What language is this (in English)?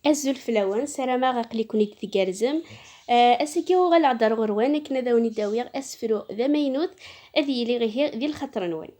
Kabyle